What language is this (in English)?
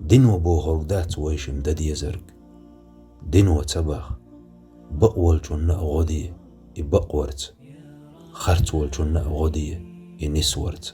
Chechen